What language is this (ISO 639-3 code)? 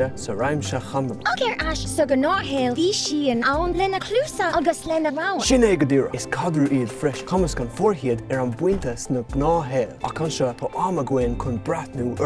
gle